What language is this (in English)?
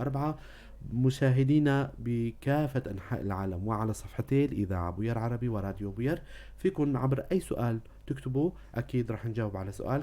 North Levantine Arabic